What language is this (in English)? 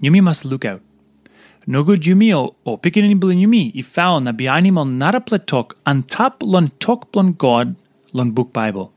Tok Pisin